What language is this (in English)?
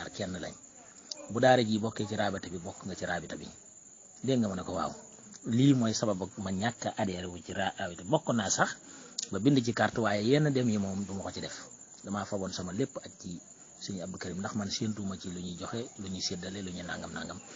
Wolof